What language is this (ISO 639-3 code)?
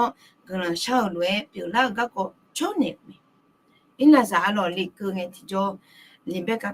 ahk